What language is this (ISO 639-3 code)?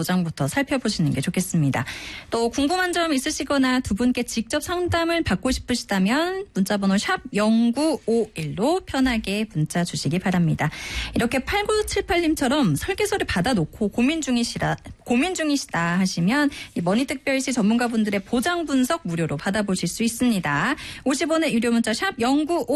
kor